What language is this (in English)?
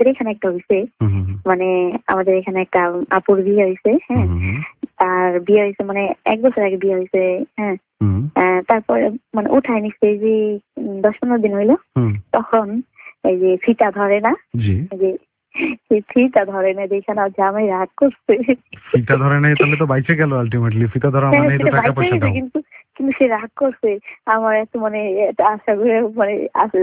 Bangla